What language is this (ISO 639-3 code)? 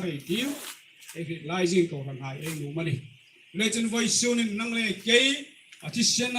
hmr